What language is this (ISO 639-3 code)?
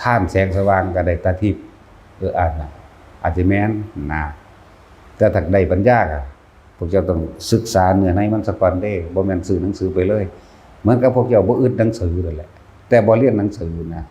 tts